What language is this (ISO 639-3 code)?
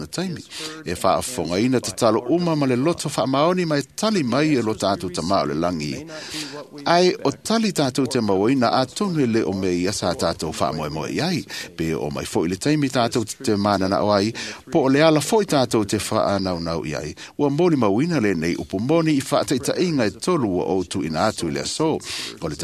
smo